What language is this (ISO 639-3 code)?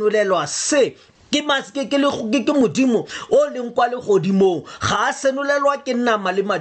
tsn